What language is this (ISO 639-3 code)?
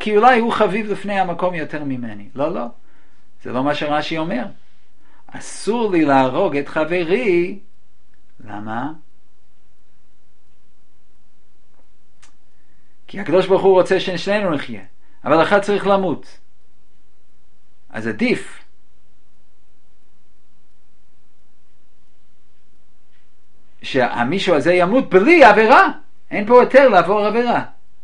heb